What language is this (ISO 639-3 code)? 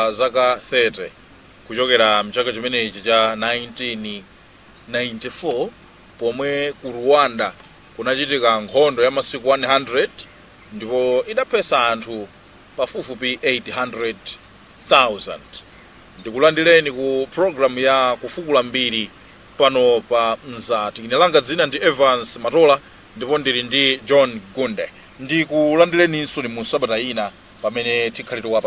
nya